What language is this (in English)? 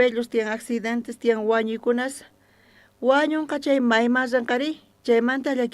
South Bolivian Quechua